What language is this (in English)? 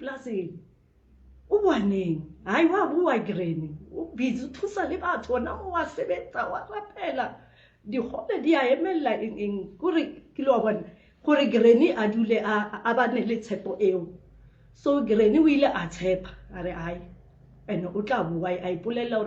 Southern Sotho